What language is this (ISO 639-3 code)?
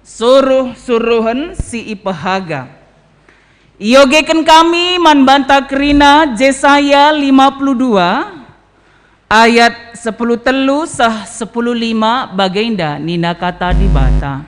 btx